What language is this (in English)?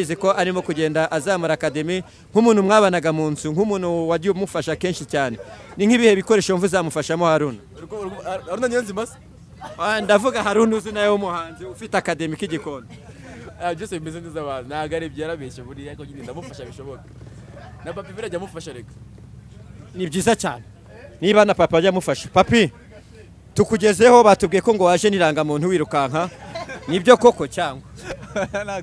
Kinyarwanda